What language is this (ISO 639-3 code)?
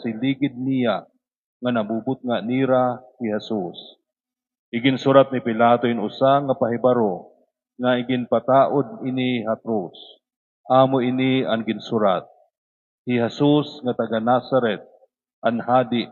war